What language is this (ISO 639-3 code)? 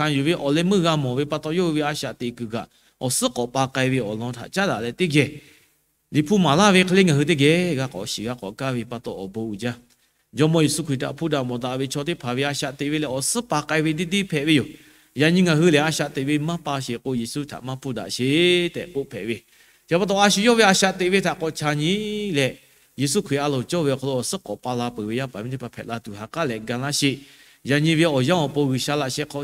lhu